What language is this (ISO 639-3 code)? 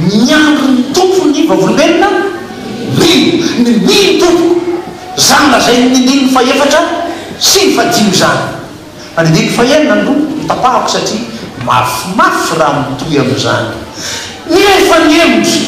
mlg